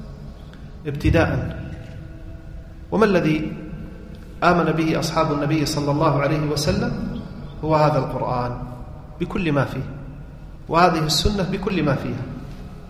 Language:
Arabic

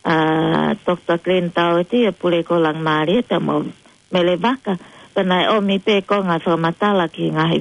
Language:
Tongan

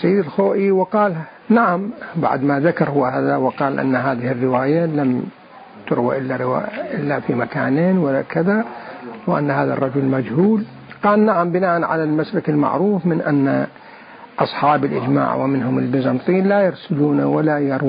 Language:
Mesopotamian Arabic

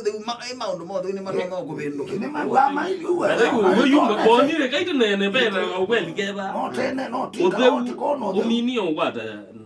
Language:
Kamba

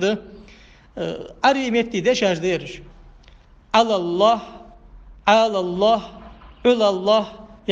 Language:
Ingush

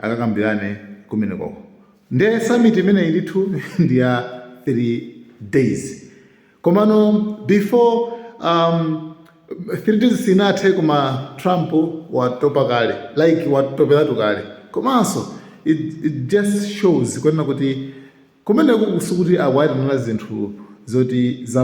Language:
Nyanja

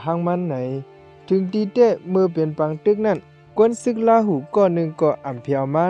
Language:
Shan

